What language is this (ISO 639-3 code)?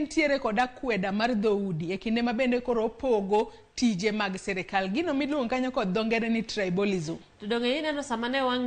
luo